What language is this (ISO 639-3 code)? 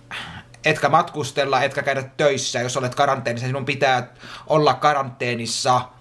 fin